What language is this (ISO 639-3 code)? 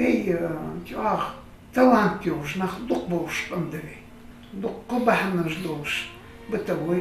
inh